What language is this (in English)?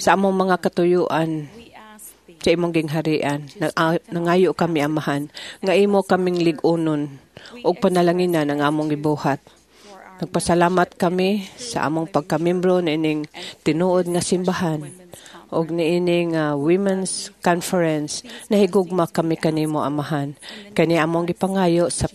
Cebuano